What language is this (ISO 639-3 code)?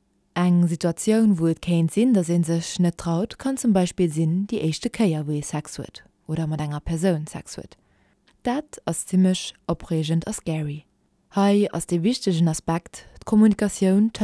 ltz